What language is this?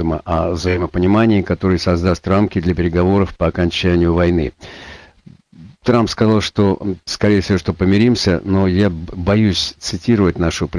Russian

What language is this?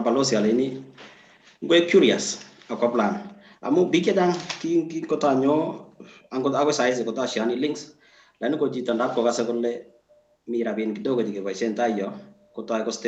Kalenjin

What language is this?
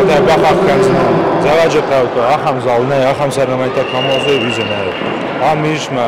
Ossetic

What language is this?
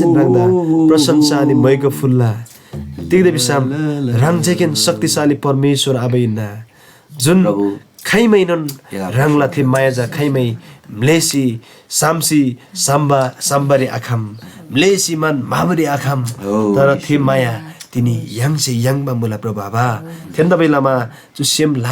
Eastern Tamang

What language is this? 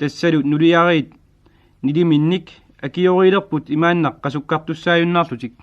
Kalaallisut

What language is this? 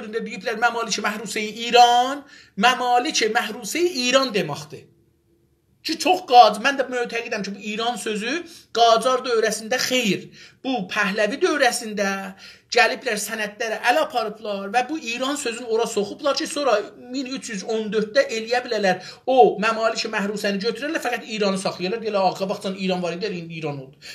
South Azerbaijani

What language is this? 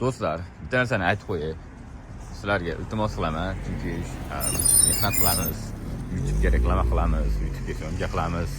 Uzbek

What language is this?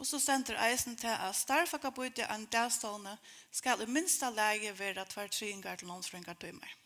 Faroese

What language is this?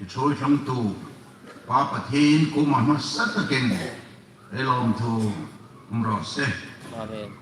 Hmar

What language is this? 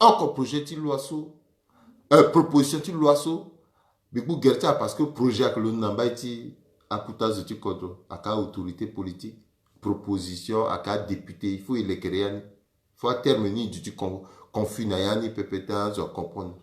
Sango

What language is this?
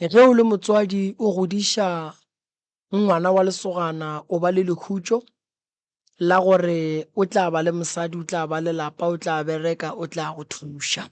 Northern Sotho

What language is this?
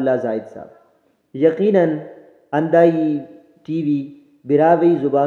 Brahui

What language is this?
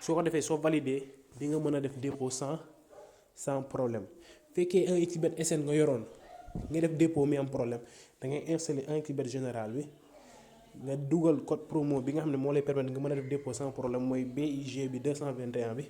Wolof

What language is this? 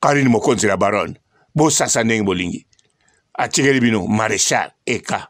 Lingala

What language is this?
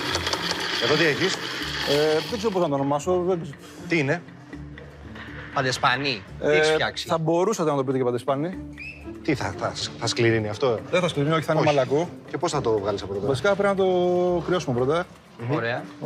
Greek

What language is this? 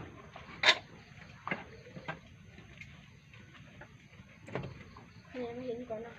Lao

